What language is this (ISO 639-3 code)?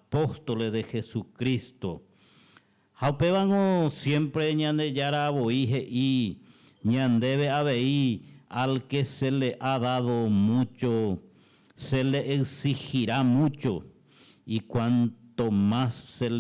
grn